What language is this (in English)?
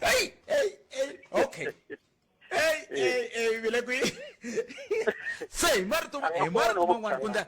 Tsonga